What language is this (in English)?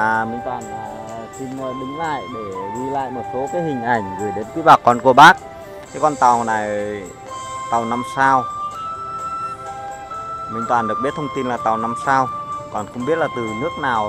Vietnamese